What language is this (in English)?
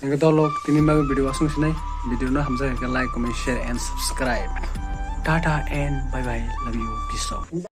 Kok Borok